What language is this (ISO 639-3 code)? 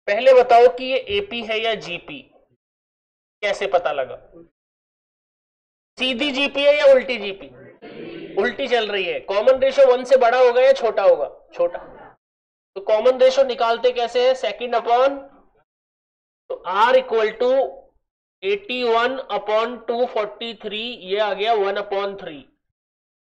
hin